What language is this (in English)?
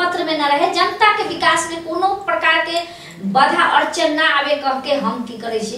Maithili